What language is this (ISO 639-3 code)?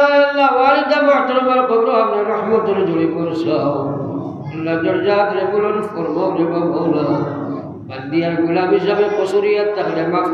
syl